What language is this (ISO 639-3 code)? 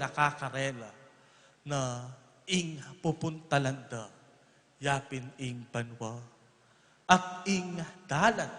pam